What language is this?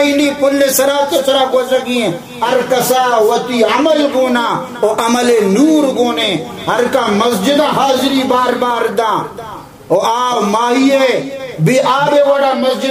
Baluchi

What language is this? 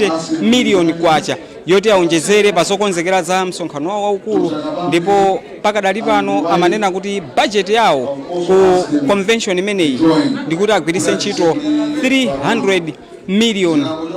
Nyanja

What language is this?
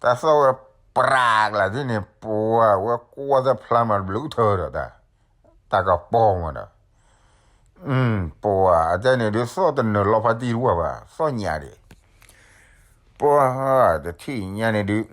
S'gaw Karen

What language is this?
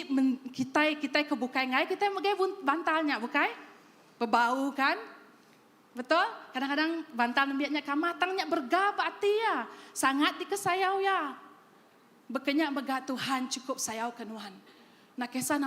Iban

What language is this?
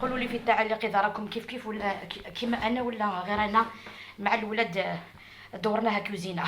Algerian Arabic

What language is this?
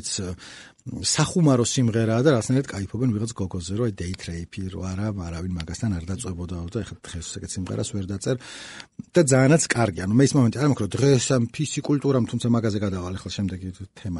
Georgian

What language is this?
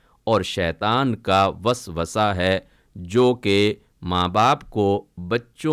Urdu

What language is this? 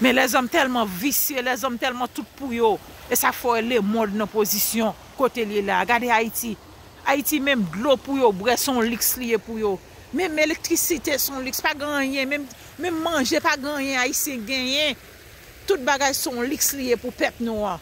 Haitian Creole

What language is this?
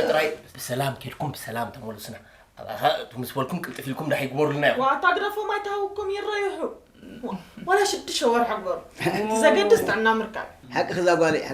Tigrinya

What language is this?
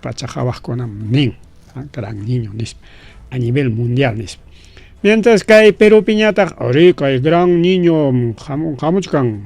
Ayacucho Quechua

